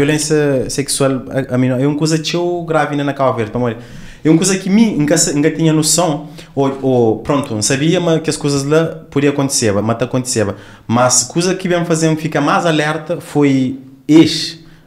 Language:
Kabuverdianu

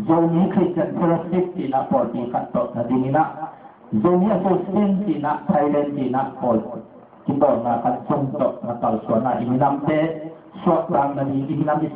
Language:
Tedim Chin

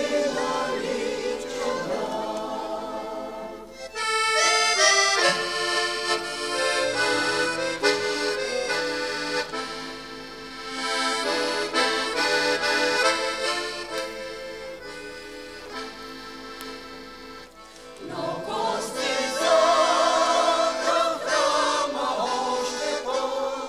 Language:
Bulgarian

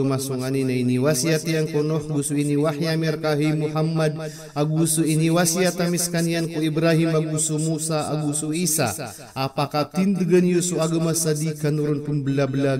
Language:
Maranao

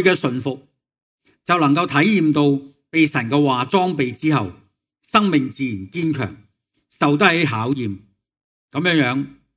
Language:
Cantonese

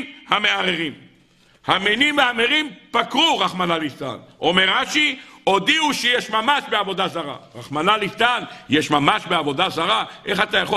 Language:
Hebrew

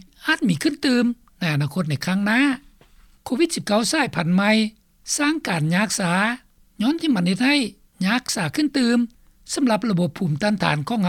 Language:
Lao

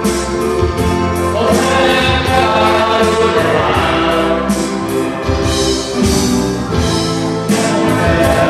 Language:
Hungarian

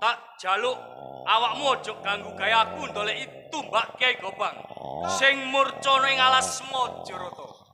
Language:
Javanese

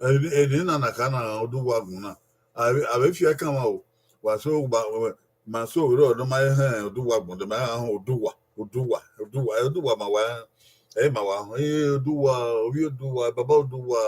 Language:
Bini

